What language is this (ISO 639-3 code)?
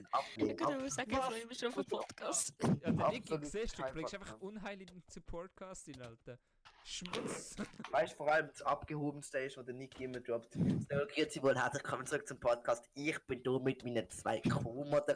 gsw